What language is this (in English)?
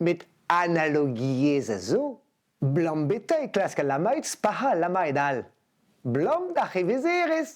Breton